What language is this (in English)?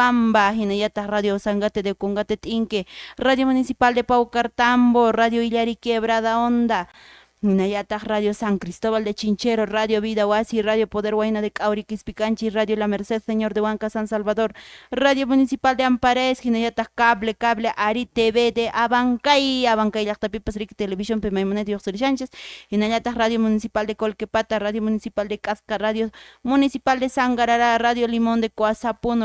Quechua